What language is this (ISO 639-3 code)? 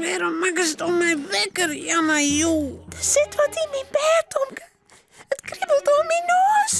fry